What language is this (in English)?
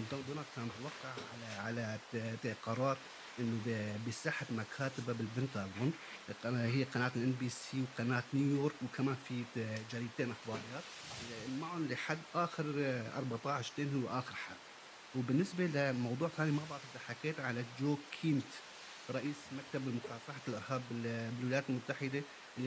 North Levantine Arabic